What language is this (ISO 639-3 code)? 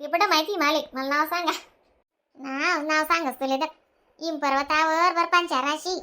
khn